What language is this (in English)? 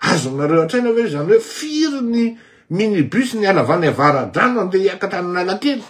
Malagasy